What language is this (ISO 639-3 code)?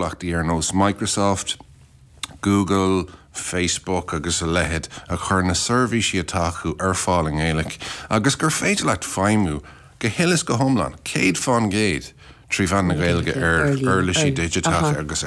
gle